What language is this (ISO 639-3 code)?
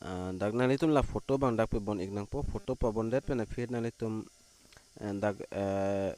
mjw